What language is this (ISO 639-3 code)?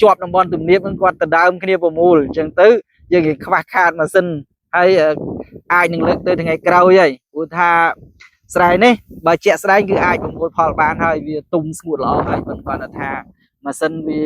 khm